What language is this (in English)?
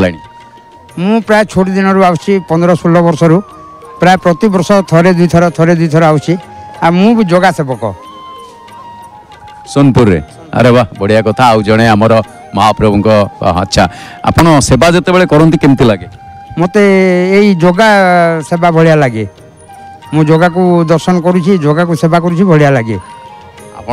Odia